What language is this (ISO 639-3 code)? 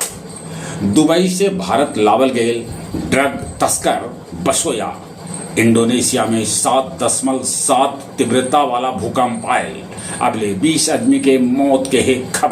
mag